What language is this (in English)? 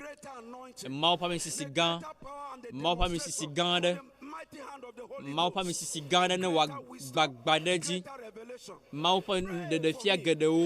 Ewe